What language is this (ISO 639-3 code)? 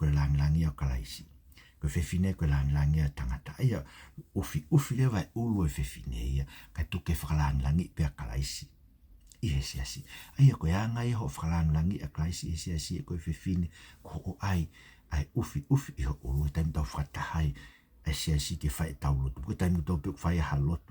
ton